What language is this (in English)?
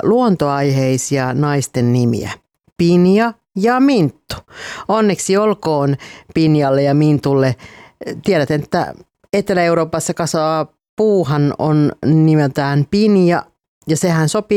Finnish